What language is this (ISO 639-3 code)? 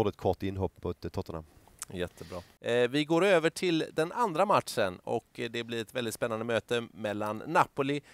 swe